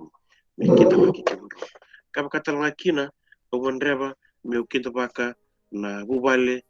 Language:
Fijian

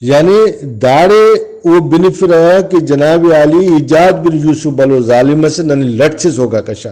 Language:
Brahui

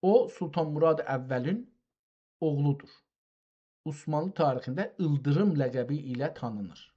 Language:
South Azerbaijani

